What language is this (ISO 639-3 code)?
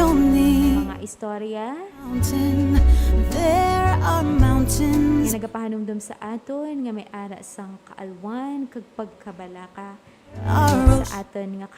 hil